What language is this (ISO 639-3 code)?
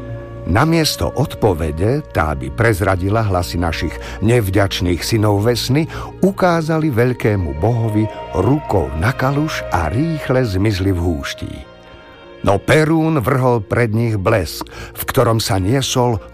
slk